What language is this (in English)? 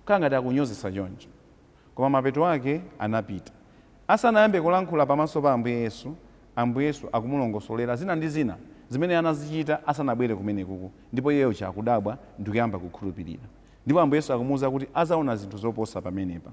Nyanja